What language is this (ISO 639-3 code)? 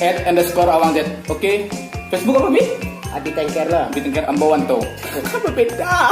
min